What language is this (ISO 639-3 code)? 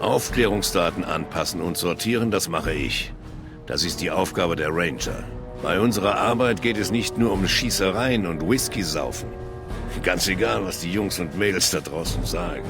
bar